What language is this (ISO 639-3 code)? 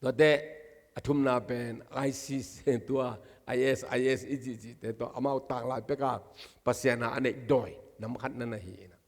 ctd